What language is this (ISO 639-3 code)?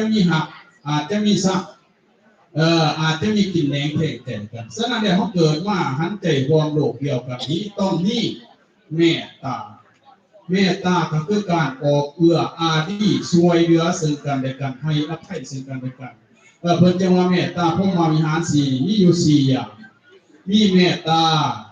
lao